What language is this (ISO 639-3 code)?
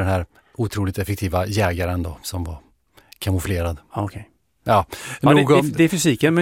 swe